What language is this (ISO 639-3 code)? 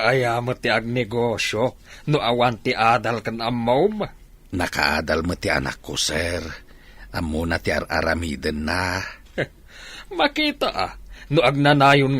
ilo